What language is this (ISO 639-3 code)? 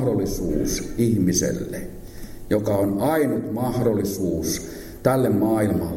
fin